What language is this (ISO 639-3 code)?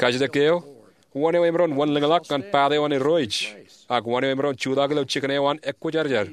mah